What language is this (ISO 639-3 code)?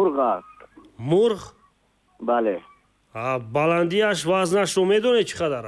tgk